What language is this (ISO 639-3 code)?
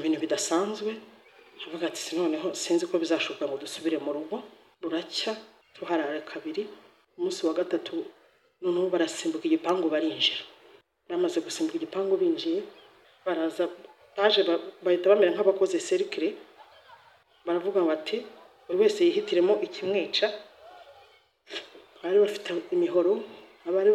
kin